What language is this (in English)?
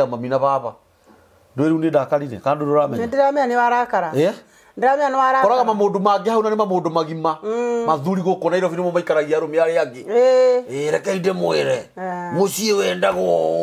Kikuyu